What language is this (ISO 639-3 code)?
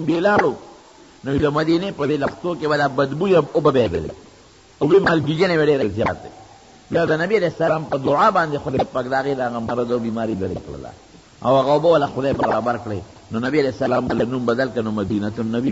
pus